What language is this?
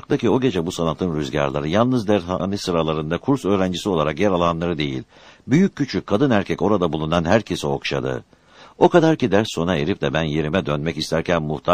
Turkish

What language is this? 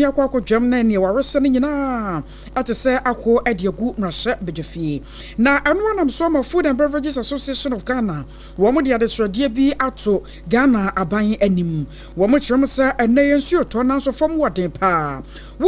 Akan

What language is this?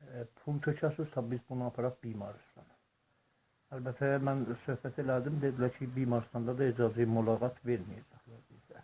South Azerbaijani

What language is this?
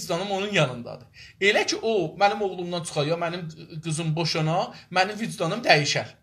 South Azerbaijani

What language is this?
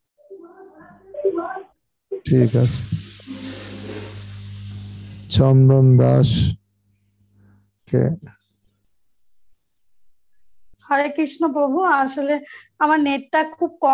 Bangla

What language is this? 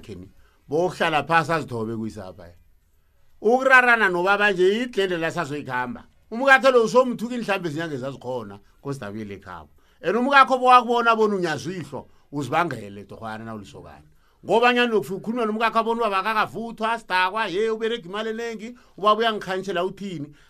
South Ndebele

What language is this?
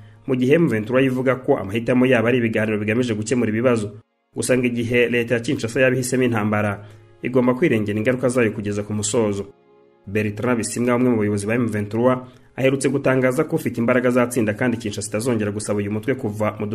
Kinyarwanda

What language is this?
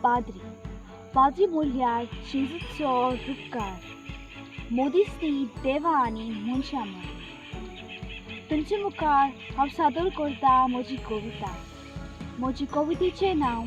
Konkani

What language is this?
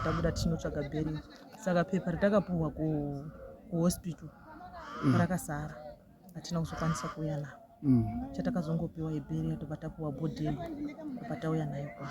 Shona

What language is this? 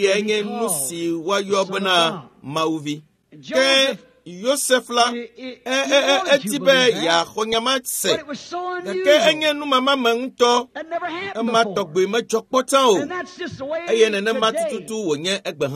Ewe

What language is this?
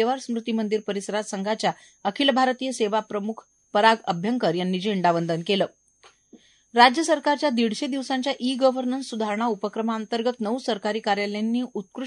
Marathi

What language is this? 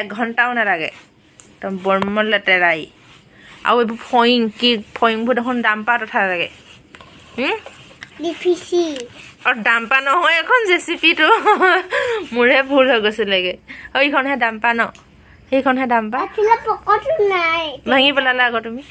Assamese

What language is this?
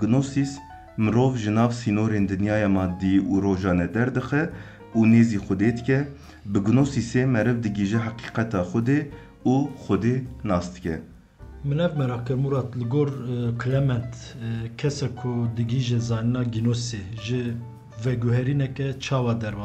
Kurdish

